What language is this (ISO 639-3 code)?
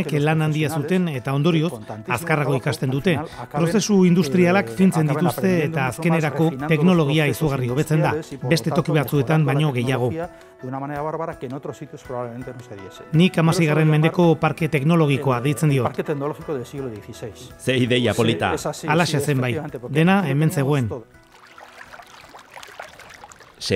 eus